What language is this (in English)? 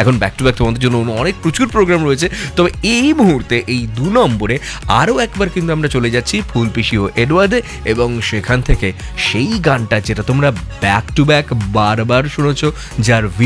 Bangla